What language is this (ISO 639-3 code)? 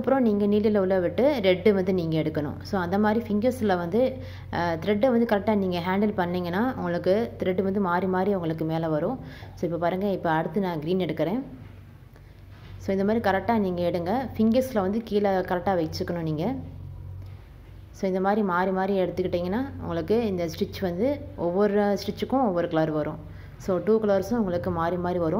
tam